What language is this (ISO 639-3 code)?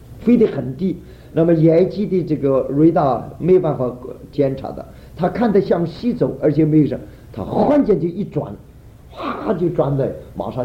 zho